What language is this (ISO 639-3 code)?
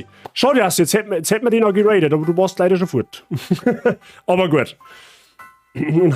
bar